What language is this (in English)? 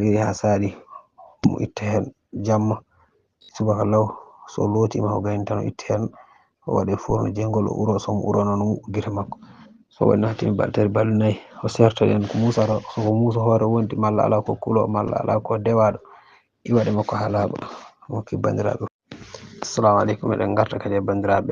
Fula